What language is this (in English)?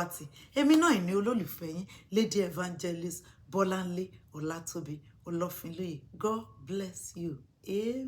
Yoruba